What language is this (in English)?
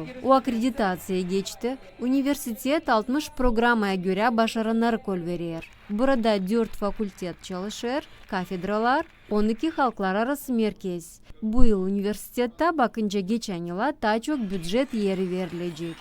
Gagauz